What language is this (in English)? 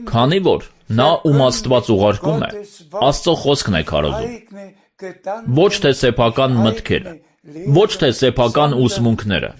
Armenian